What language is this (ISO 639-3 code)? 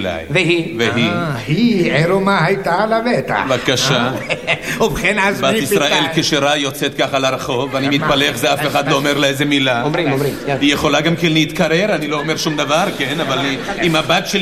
heb